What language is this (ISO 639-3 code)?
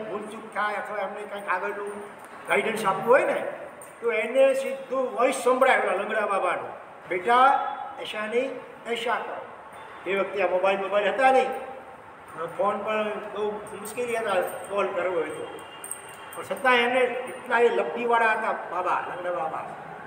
guj